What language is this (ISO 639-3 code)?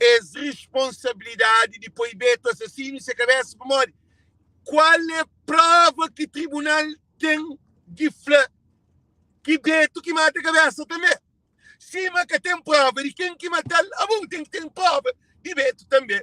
kea